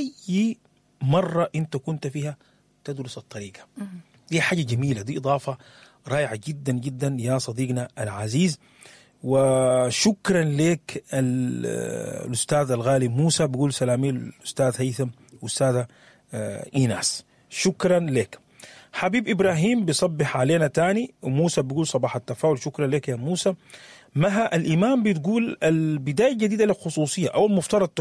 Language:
Sudanese Arabic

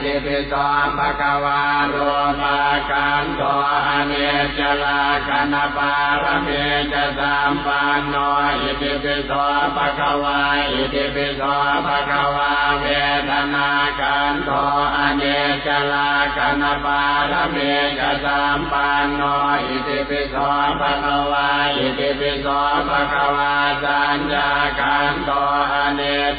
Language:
Pali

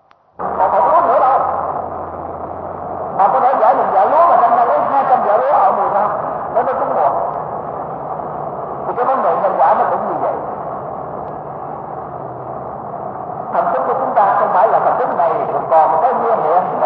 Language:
Vietnamese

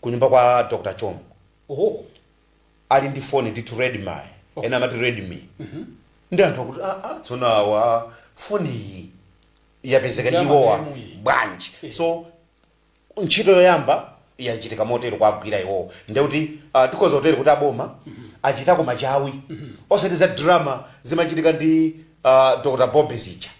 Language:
Nyanja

